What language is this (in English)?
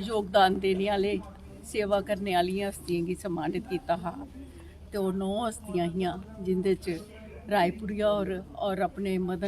Dogri